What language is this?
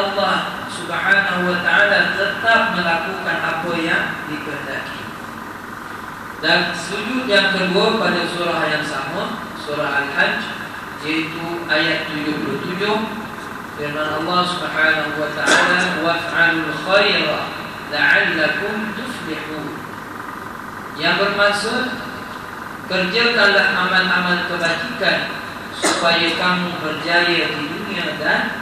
Malay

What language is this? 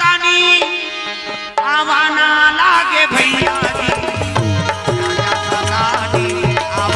Chhattisgarhi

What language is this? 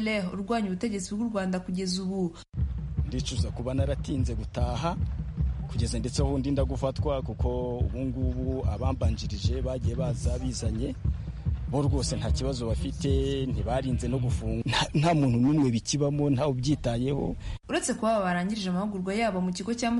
Kinyarwanda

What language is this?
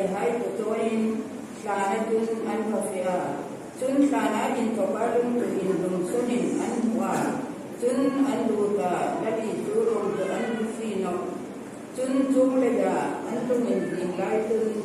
Hmar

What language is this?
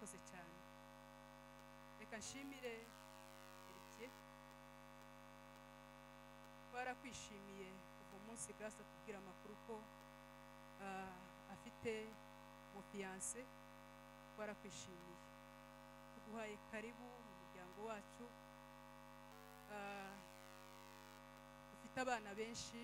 Kinyarwanda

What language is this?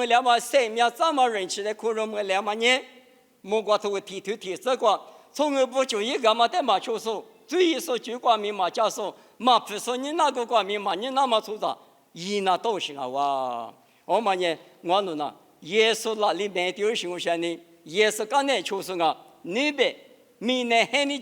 Lisu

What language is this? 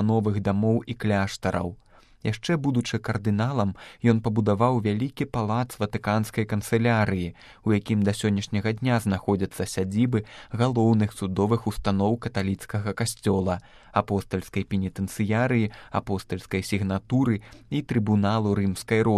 Belarusian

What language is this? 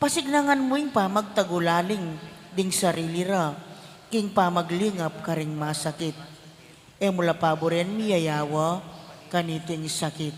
Pampanga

